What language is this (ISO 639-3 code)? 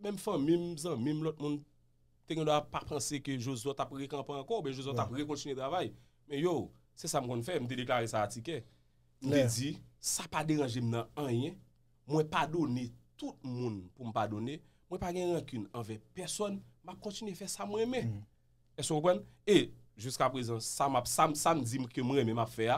hat